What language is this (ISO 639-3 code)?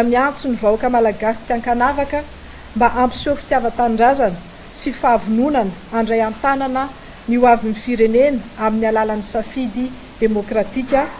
mlg